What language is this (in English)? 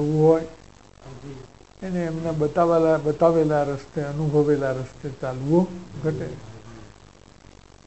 Gujarati